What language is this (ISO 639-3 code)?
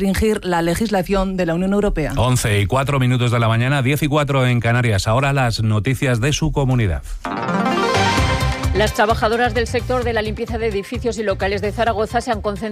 spa